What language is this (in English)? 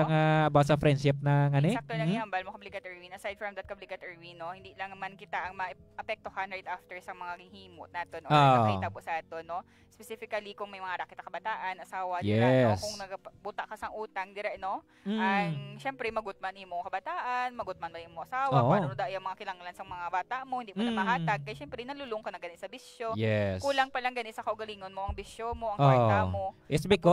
Hiligaynon